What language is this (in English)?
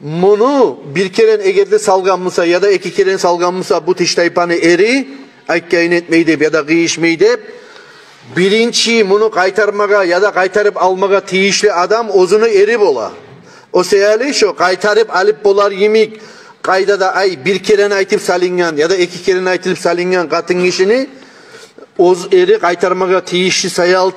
Kumyk